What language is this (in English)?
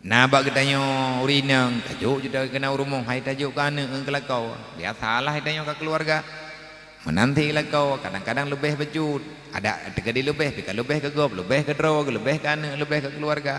Achinese